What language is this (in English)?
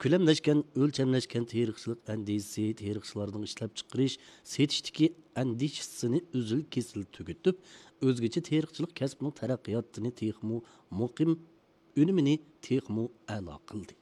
Uyghur